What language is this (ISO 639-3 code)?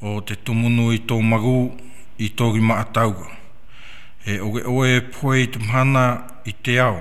tah